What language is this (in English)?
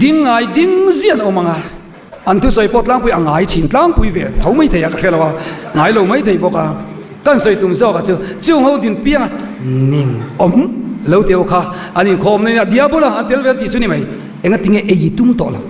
Mizo